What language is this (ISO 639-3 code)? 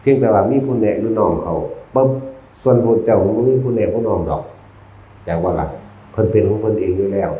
tts